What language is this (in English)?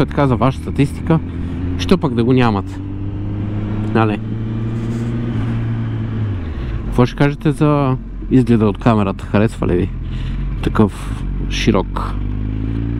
Bulgarian